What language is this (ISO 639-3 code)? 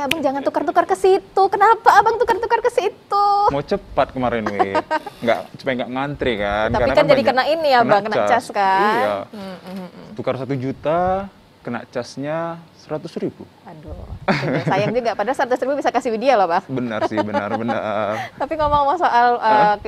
ind